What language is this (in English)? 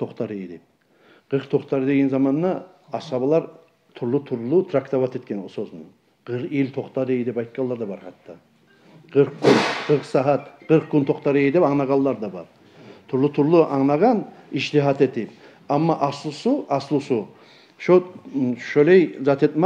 Kumyk